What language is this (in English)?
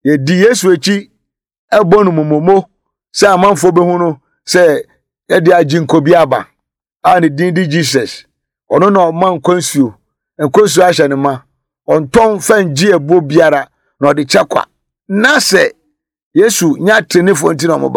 Akan